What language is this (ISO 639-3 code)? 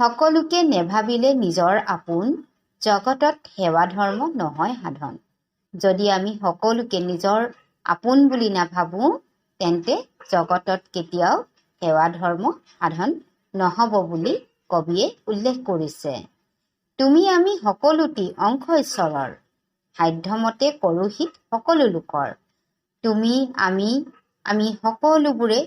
asm